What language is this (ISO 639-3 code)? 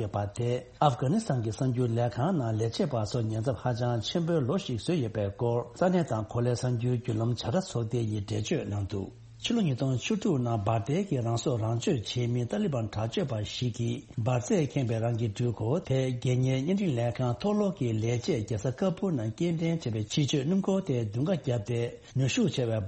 bod